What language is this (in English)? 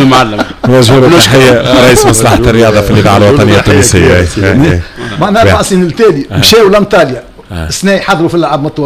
Tunisian Arabic